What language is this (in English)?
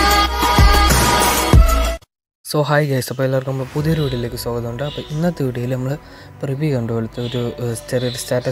Malayalam